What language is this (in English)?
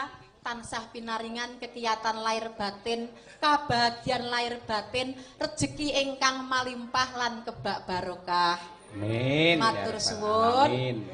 Javanese